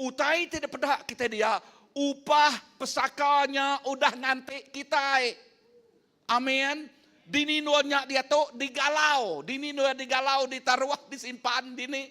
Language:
Iban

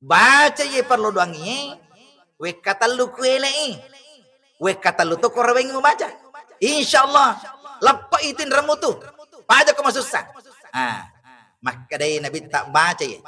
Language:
Buginese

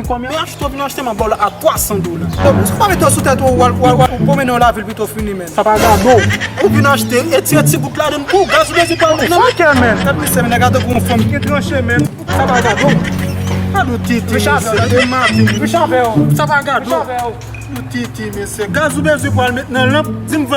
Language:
Haitian Creole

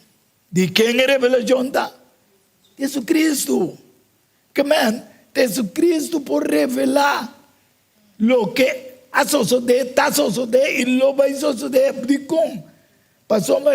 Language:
Papiamento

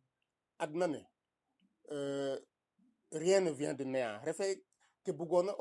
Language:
Serer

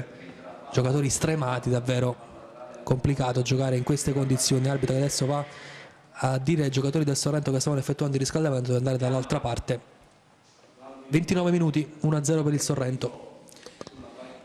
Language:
Italian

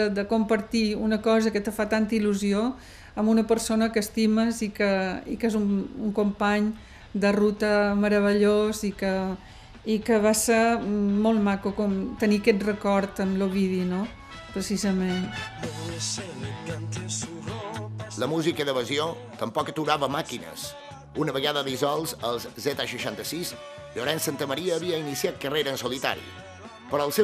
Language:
Catalan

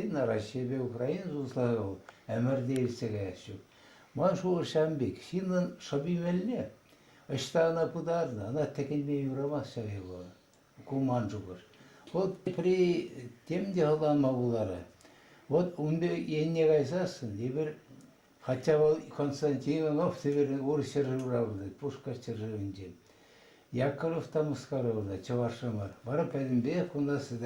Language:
Chuvash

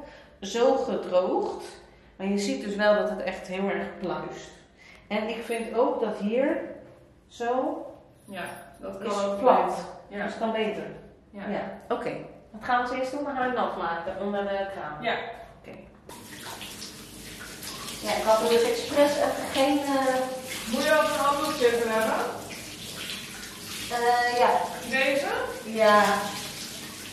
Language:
Dutch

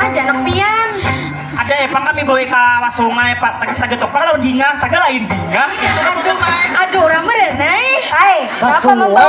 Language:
Banjar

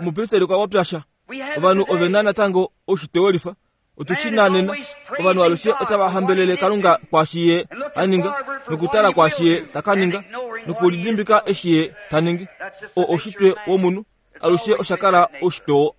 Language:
Kuanyama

